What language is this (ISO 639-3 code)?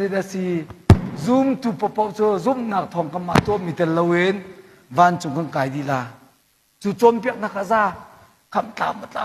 cnh